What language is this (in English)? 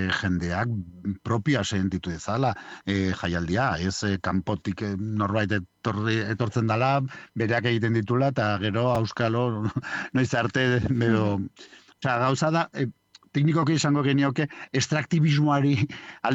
Basque